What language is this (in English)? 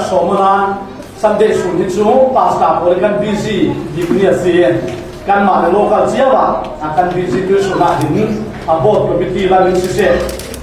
Falam Chin